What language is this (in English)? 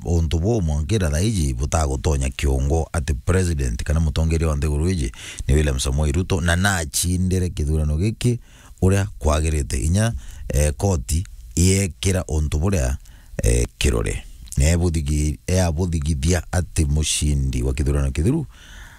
Meru